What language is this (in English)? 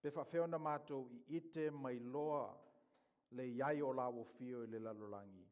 Samoan